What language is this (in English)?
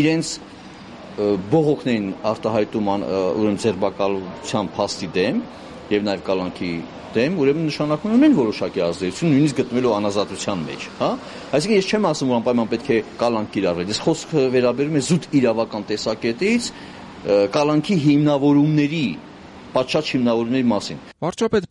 Armenian